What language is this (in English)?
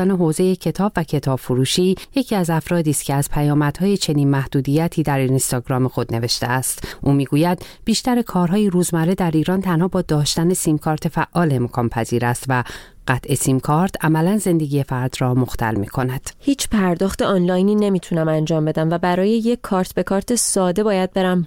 Persian